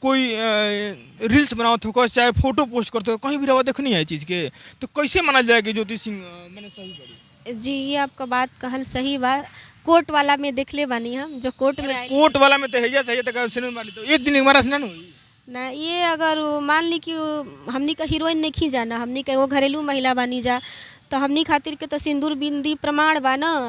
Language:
Bhojpuri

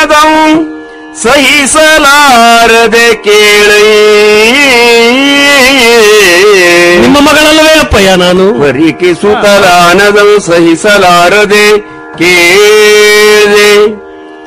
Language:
Kannada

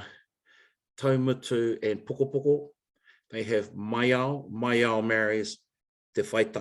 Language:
Māori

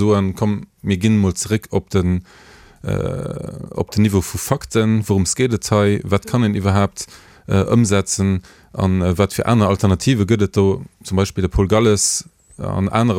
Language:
Luxembourgish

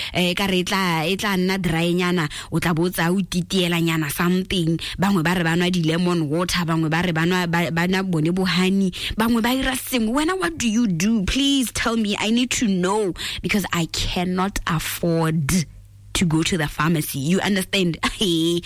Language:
Tswana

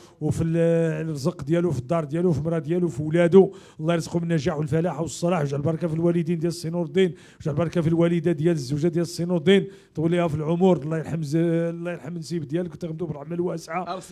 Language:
Moroccan Arabic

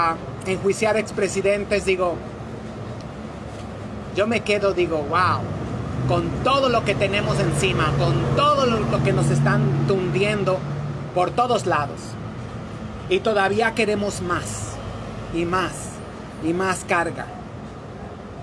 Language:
Spanish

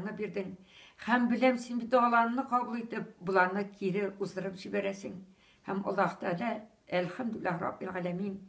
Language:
Tatar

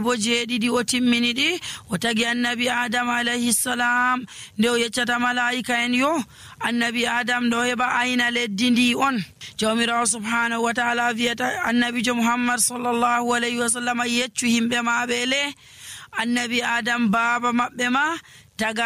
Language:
Nigerian Fulfulde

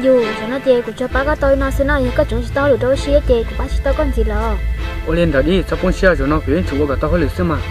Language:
Hmong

